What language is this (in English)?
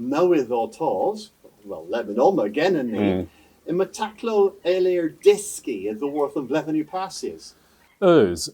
Cornish